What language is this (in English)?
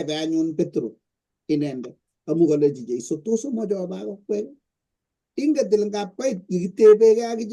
Kalenjin